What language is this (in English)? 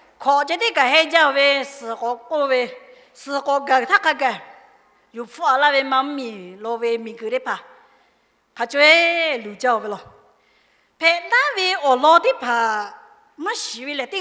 Lahu